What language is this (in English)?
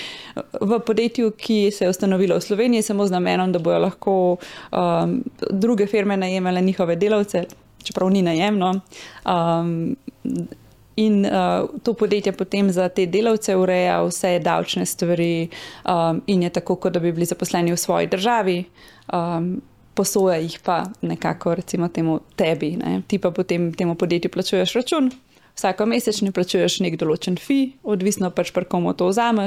Slovenian